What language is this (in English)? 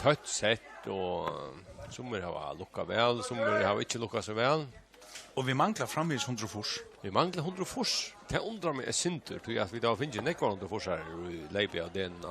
Faroese